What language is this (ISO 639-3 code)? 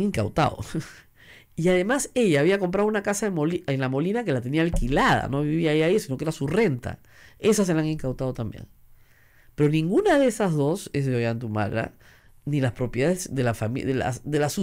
spa